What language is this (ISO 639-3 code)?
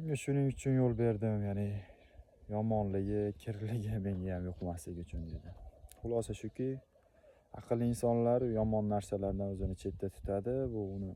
uzb